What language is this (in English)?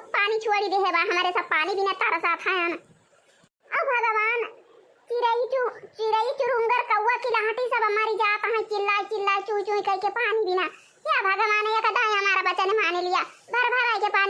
Awadhi